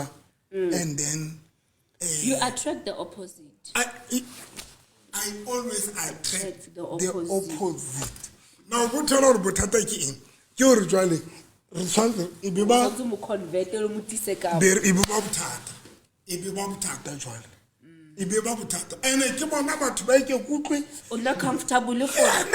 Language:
Southern Sotho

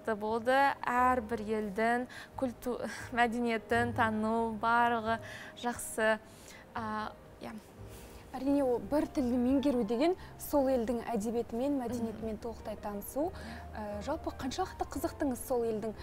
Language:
Kazakh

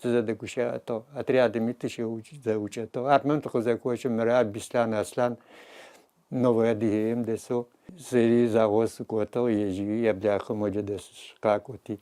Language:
Adyghe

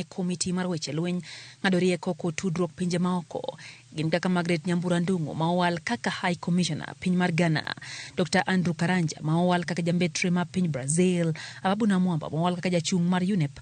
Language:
Luo (Kenya and Tanzania)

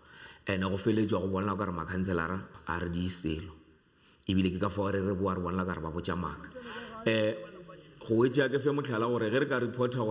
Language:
Northern Sotho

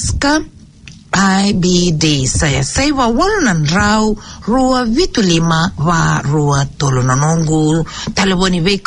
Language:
Fijian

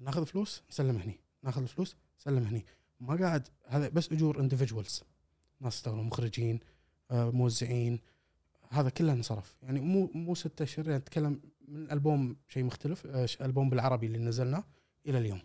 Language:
Gulf Arabic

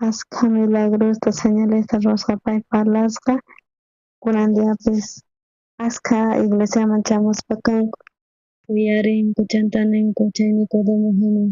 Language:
South Bolivian Quechua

